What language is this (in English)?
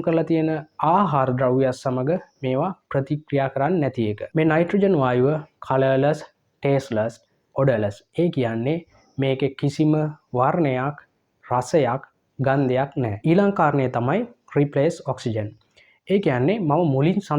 Sinhala